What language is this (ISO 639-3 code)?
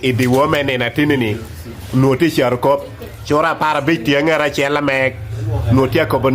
ach